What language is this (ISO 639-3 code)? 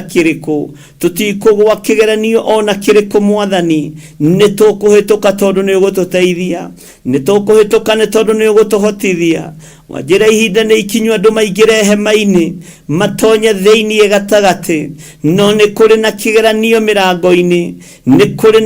kik